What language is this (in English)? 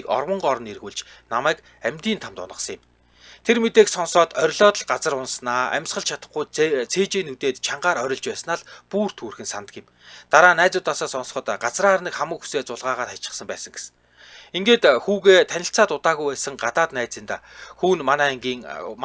Mongolian